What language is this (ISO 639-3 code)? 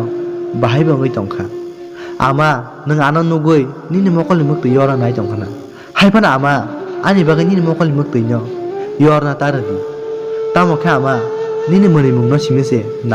trp